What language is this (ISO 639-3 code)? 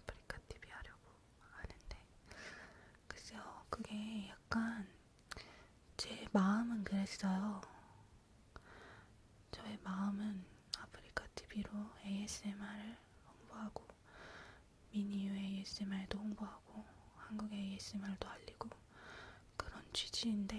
kor